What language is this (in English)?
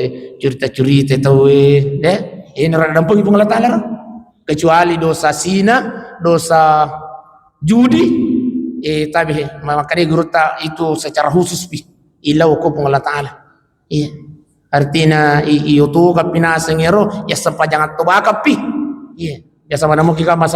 Buginese